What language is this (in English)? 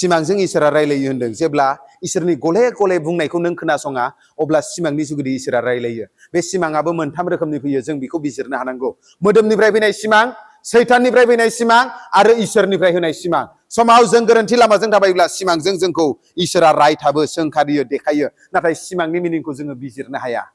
Bodo